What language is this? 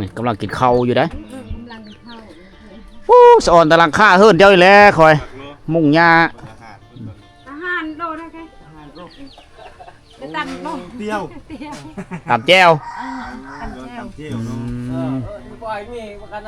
Lao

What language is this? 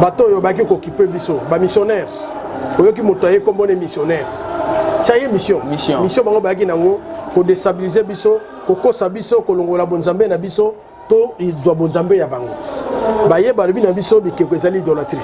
Lingala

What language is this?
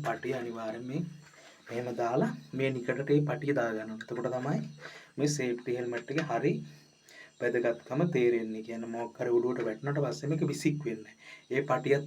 Sinhala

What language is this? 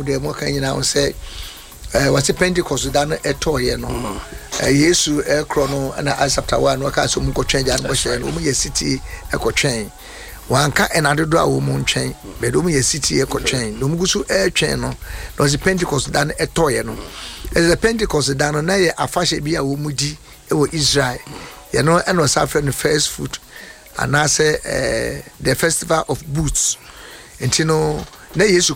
Akan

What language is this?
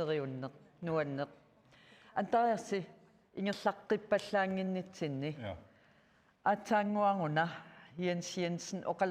Kalaallisut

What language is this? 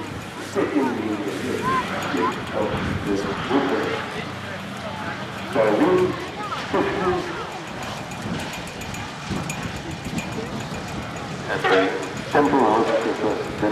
Dutch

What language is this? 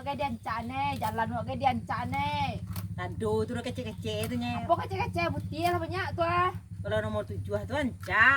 Minangkabau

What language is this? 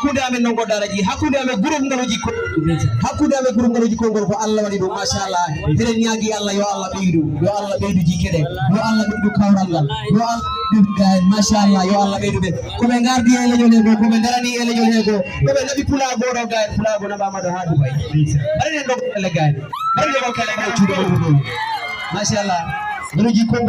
Fula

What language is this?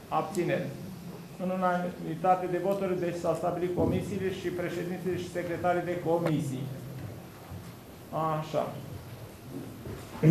Romanian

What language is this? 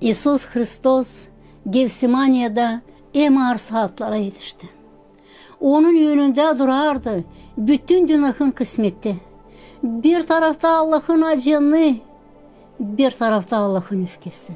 Gagauz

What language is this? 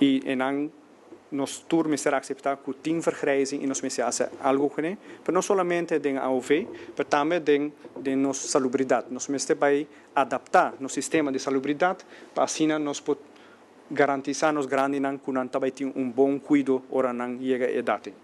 Papiamento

